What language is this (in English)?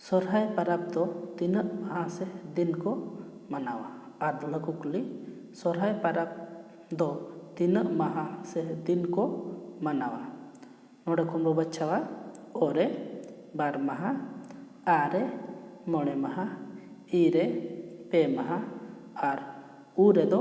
Santali